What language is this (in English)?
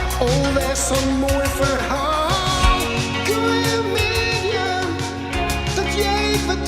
Western Frisian